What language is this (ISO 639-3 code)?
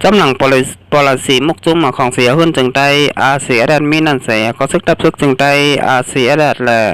shn